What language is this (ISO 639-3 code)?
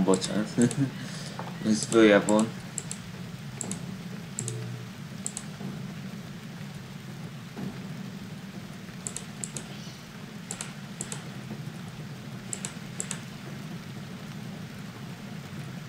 hun